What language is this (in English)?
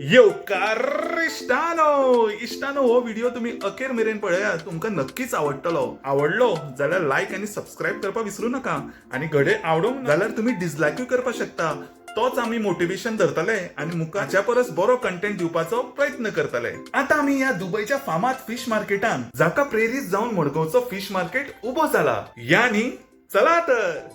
Konkani